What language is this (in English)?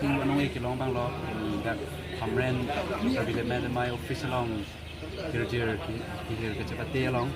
Karbi